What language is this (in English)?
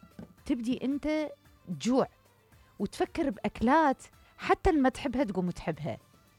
Mesopotamian Arabic